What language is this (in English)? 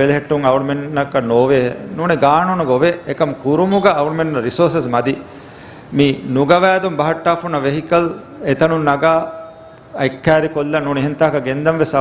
Divehi